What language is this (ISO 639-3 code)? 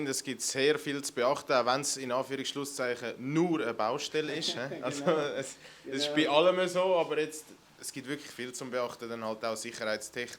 gsw